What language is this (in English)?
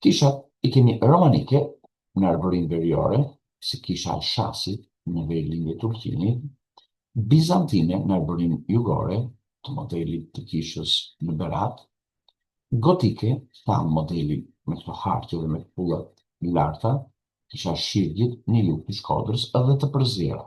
Albanian